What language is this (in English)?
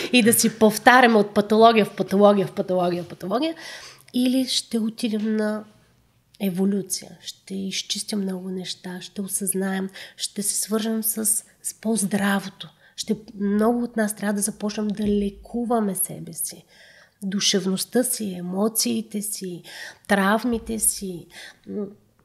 Bulgarian